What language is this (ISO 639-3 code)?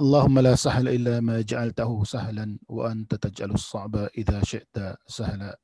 tsg